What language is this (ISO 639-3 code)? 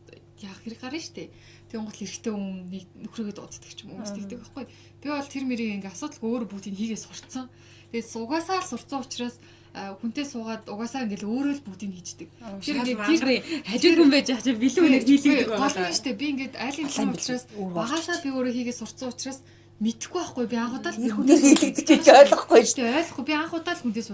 mon